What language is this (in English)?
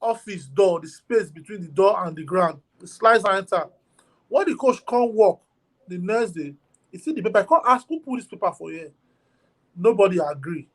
Nigerian Pidgin